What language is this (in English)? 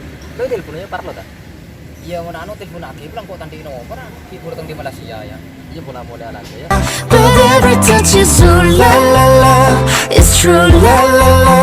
Madurese